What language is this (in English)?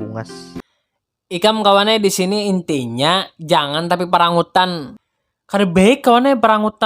Banjar